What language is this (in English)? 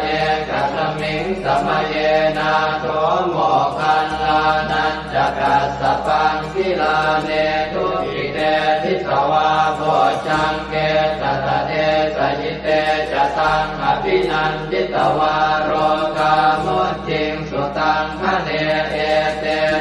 Pali